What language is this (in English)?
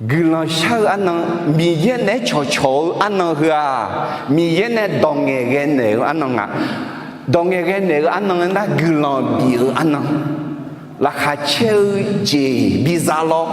Akha